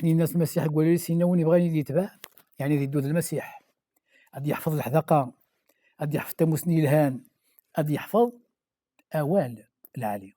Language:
Kabyle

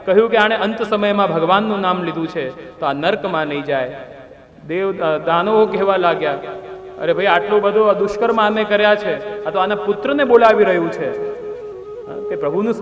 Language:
Gujarati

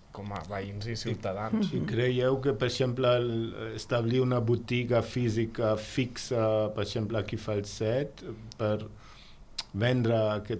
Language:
Catalan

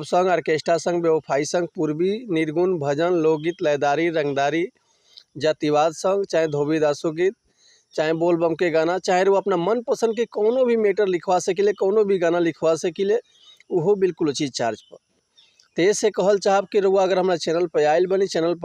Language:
Bhojpuri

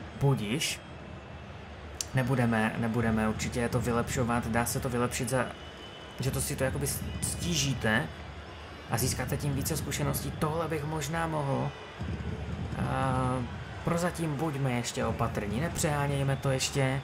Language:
Czech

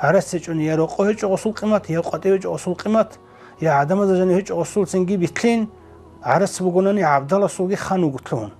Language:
Avaric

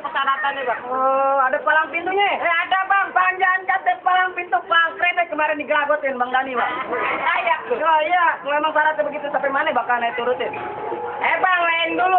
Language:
Betawi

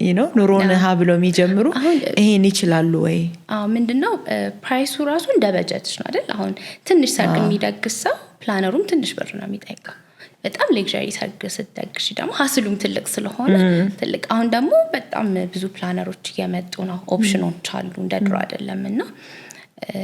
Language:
Amharic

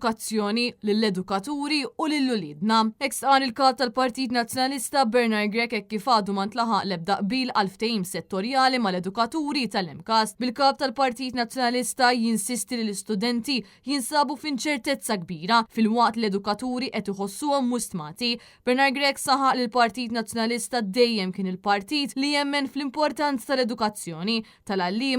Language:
Maltese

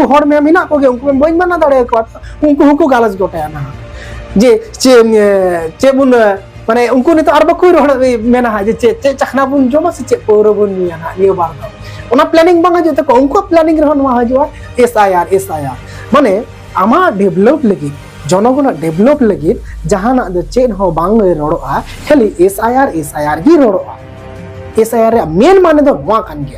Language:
Santali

